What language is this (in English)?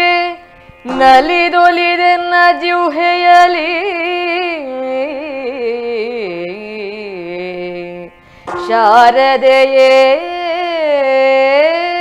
Kannada